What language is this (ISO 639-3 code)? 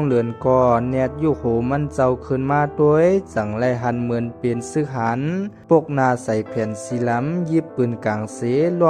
shn